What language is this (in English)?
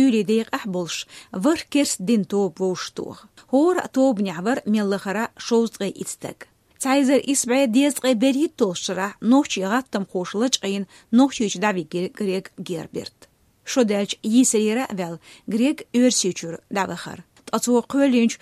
Chechen